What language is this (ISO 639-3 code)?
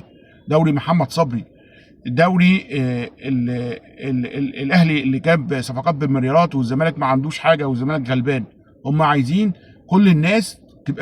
arz